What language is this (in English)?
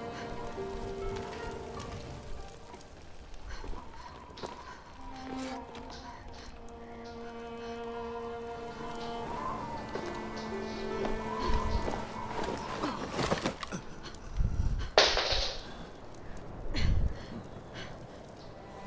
Swiss German